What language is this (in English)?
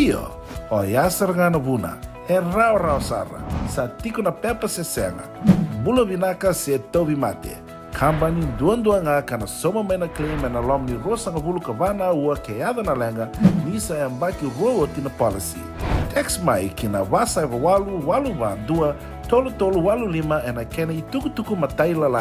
Fijian